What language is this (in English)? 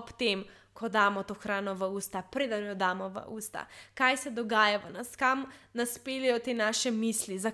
Slovenian